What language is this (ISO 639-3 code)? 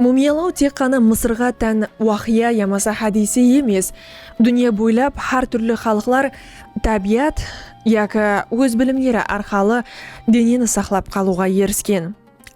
kaa